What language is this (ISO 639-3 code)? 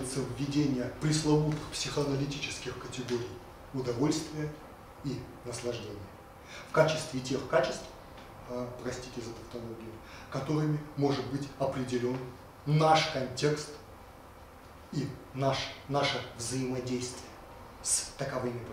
rus